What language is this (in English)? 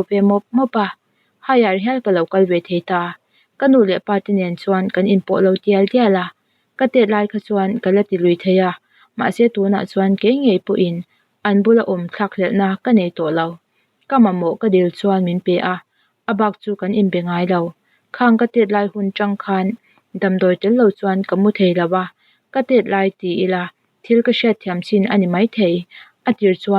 Mizo